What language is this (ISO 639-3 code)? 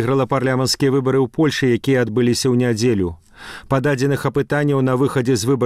bel